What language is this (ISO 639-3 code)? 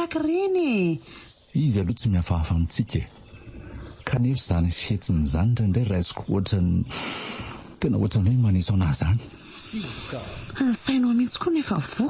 mlg